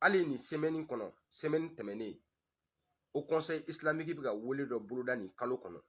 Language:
Bambara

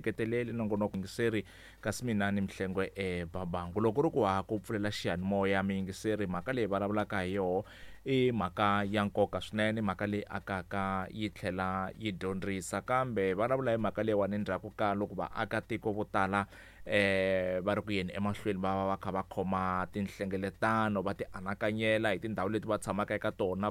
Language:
Tsonga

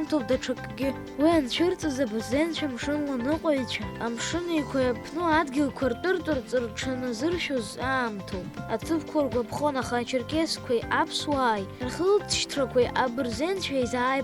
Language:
Abkhazian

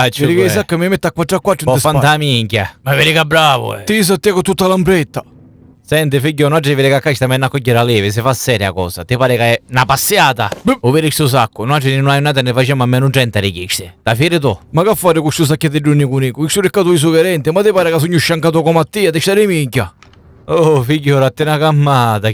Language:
Sicilian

